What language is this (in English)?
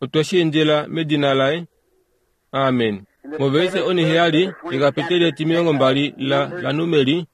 Kuanyama